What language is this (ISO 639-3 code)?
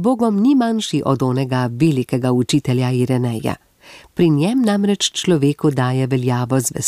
slv